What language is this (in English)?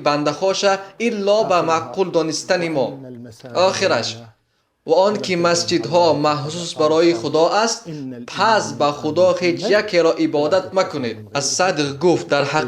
Tajik